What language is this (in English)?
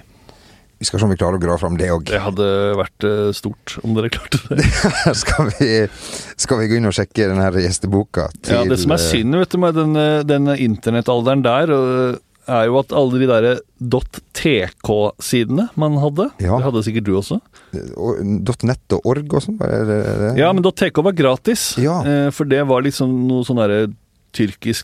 Norwegian